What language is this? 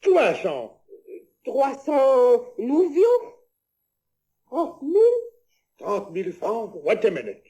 Picard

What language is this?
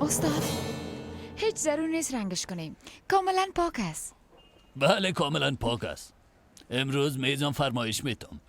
Persian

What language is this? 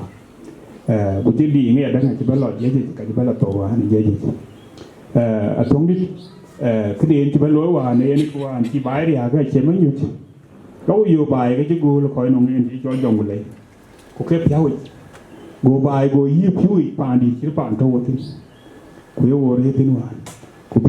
Dinka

